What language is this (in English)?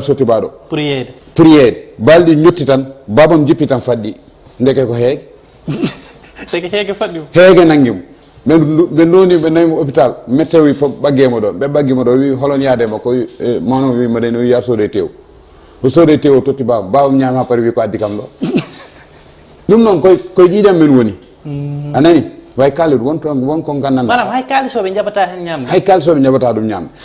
Fula